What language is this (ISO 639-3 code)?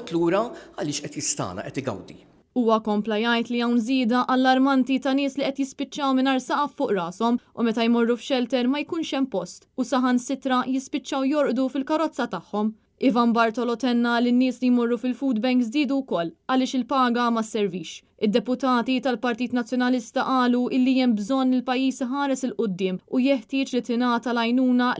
mlt